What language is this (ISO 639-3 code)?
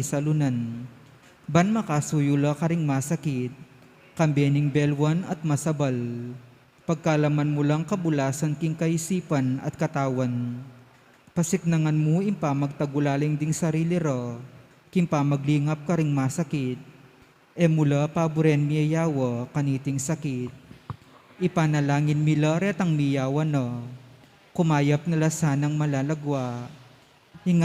pam